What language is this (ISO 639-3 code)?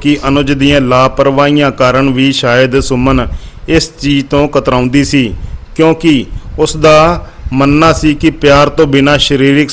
pan